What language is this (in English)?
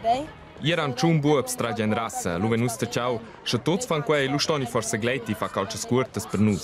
Romansh